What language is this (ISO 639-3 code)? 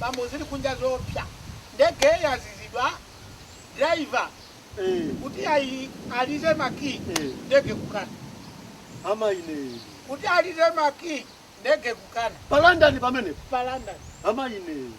nya